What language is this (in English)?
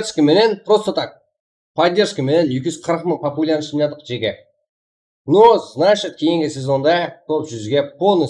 Kara-Kalpak